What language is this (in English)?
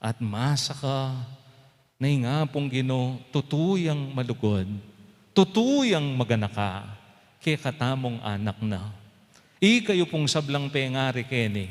Pampanga